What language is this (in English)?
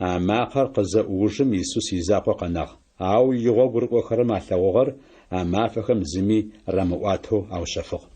Adyghe